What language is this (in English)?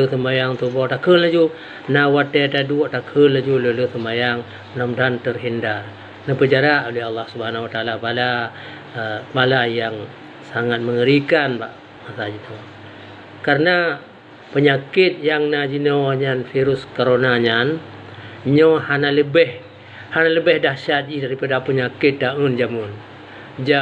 Achinese